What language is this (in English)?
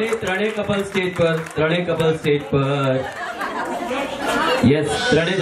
Gujarati